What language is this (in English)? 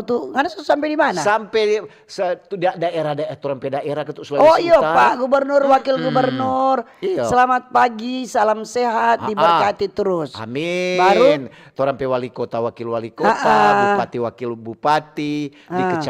Manado Malay